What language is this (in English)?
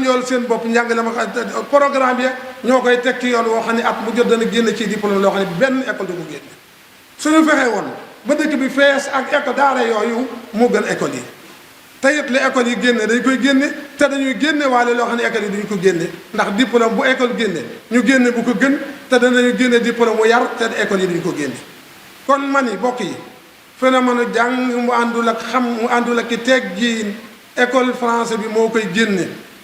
Wolof